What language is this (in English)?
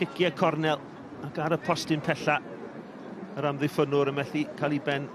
Welsh